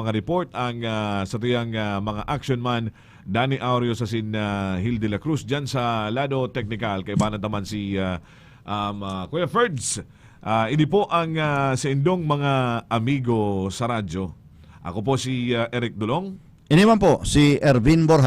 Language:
Bikol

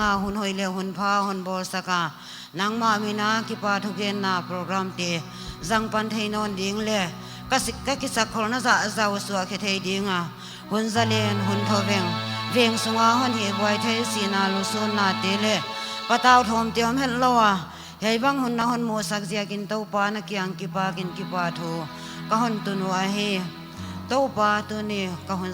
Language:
Paite Chin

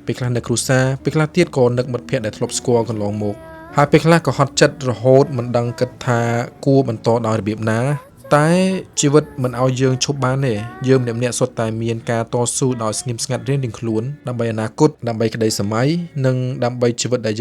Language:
Khmer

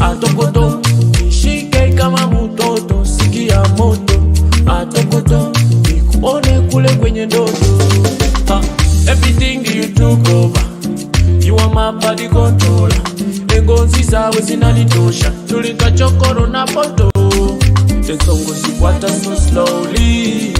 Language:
Nyoro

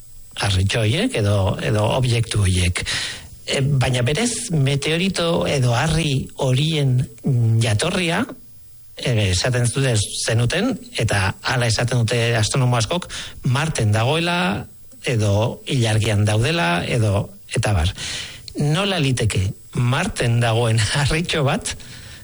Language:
Basque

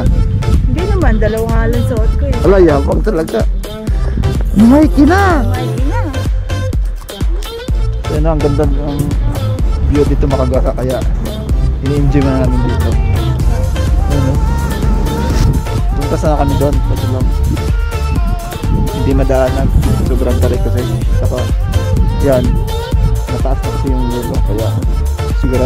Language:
Filipino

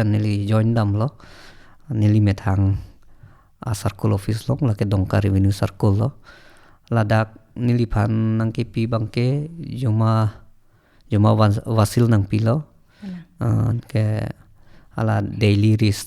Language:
Karbi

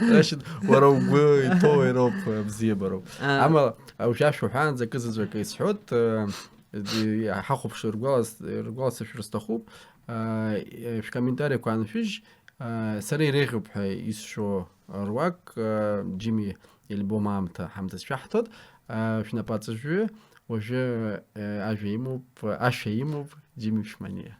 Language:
Abkhazian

